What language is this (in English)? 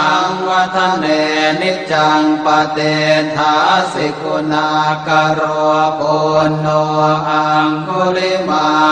Pali